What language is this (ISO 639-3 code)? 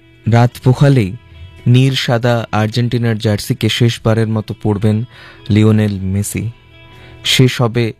ben